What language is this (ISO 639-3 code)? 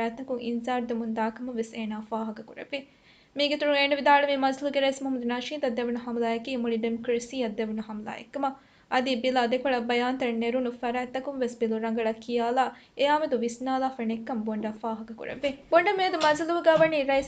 div